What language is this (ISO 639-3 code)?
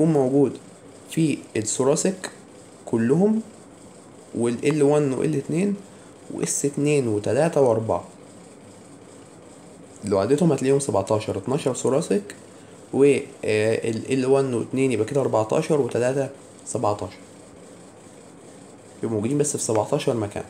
arz